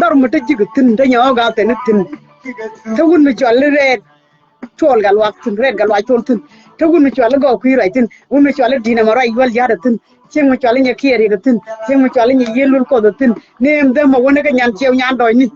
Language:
Nuer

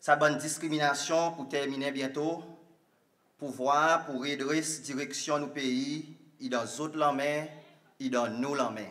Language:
Seselwa Creole French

